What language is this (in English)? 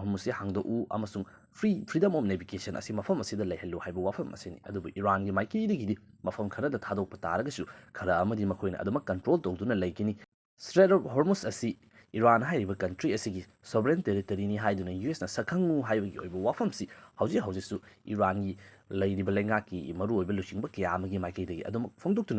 Manipuri